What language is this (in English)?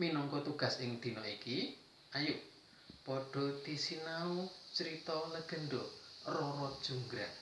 Javanese